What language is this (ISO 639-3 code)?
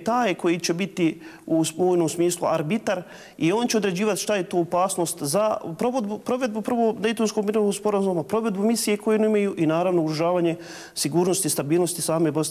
bos